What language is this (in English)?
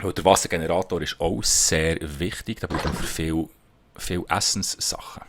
Swiss German